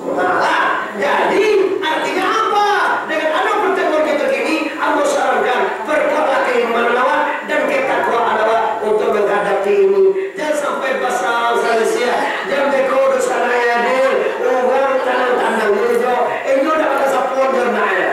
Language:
Minangkabau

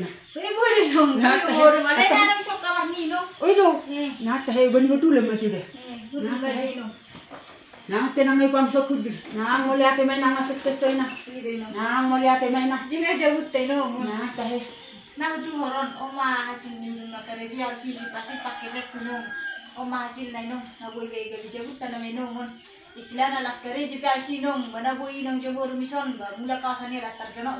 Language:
Batak Toba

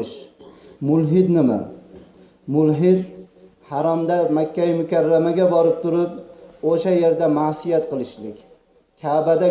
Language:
Uzbek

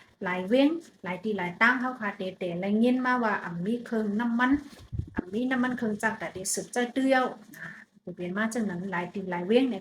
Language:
Shan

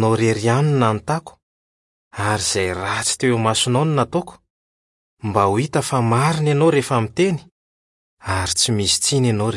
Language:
Malagasy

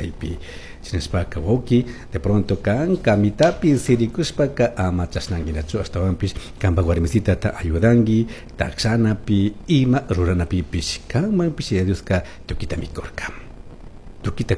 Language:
Chimborazo Highland Quichua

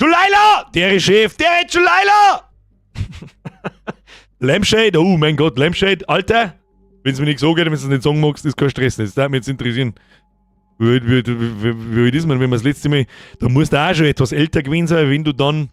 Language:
Bavarian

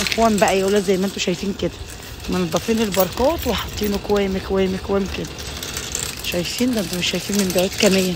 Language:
Egyptian Arabic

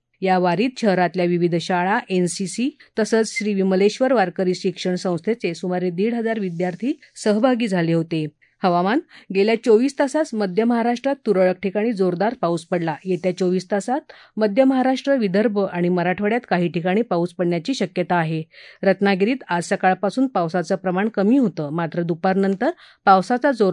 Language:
Marathi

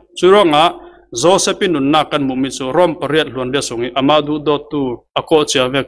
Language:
Falam Chin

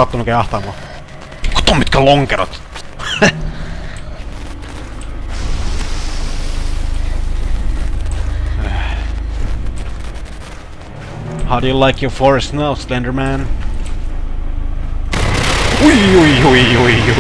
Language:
Finnish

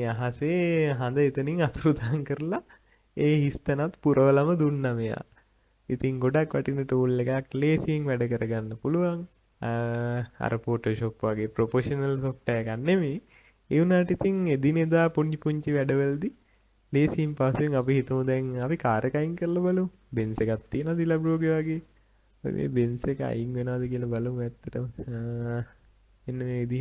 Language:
Sinhala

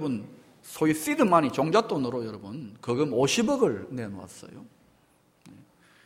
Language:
Korean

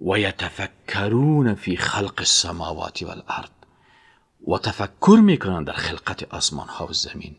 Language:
Persian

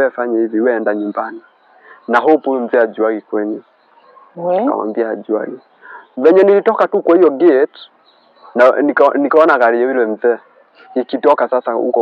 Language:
Swahili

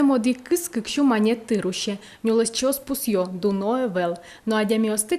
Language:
Udmurt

